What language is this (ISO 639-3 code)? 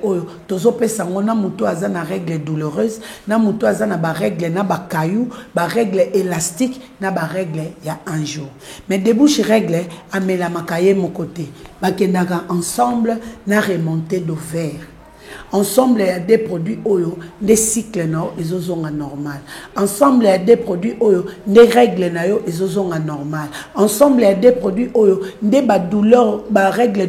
lin